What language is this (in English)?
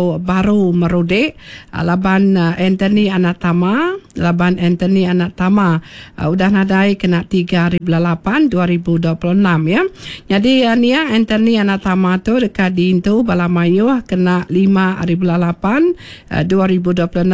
Iban